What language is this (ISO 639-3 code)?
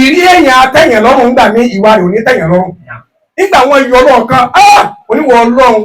yor